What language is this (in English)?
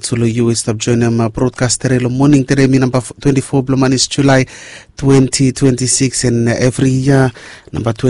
Bislama